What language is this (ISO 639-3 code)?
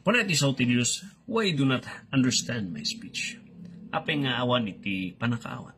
ilo